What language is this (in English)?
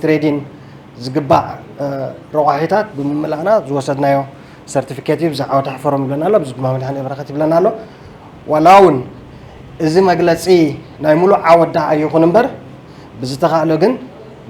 Tigrinya